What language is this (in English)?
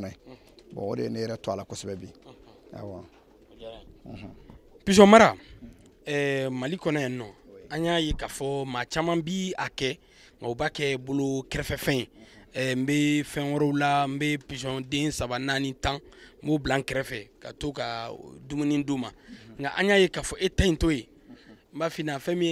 Bambara